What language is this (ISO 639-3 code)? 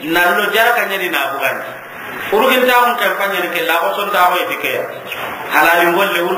snk